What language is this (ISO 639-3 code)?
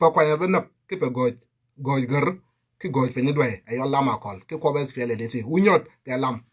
nus